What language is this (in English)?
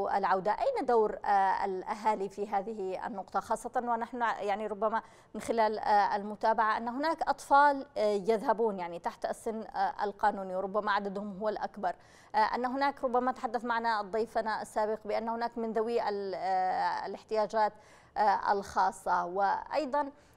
Arabic